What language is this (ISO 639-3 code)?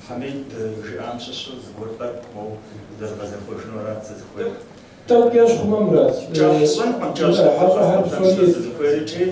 kbd